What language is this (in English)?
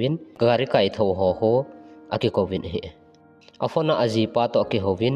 Thado Chin